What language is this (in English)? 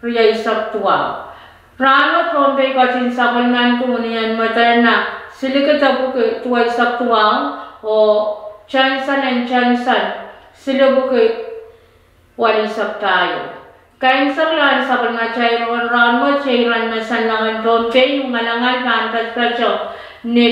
Pohnpeian